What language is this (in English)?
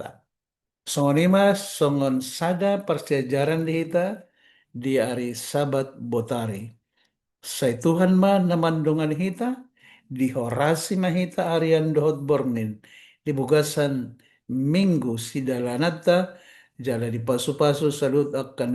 Batak Toba